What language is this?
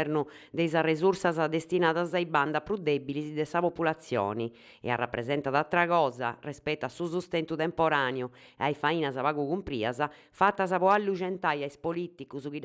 Sardinian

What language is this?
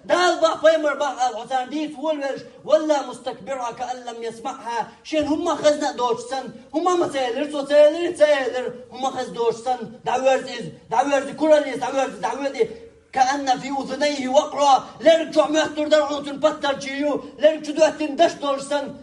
Chechen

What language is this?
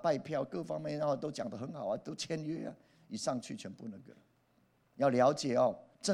Chinese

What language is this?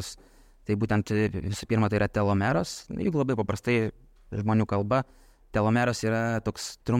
Lithuanian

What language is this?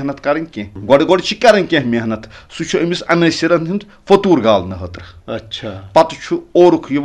Kashmiri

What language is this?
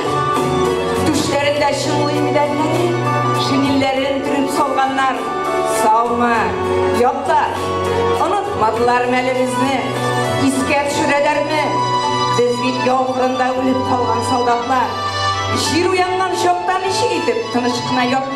Tatar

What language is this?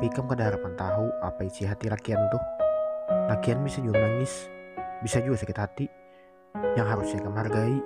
Banjar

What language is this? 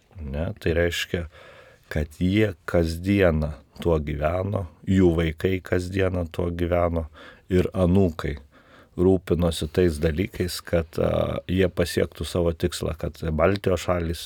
Lithuanian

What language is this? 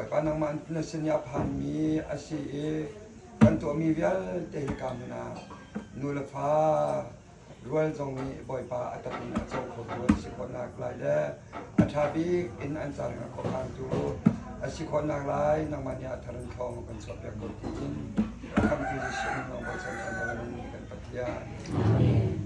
Hakha Chin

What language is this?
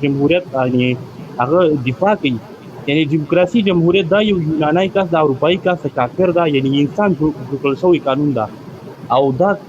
Pashto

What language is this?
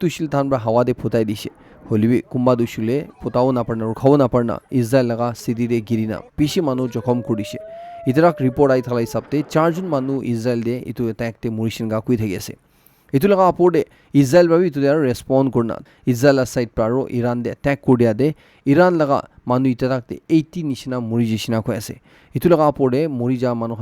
Naga Pidgin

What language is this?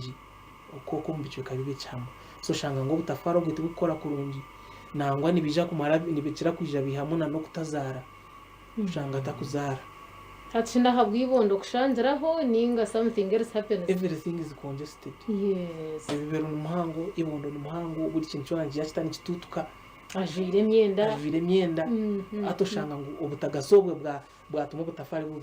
Nyankole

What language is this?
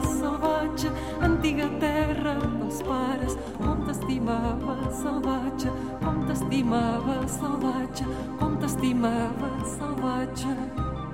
Catalan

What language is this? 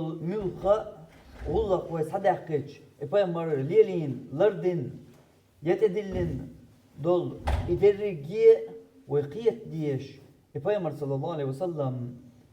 Chechen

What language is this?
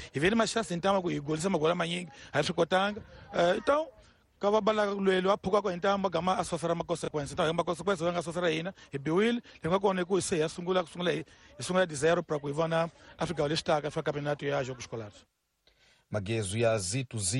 Tsonga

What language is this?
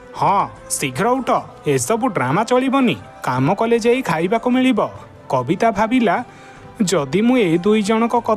Odia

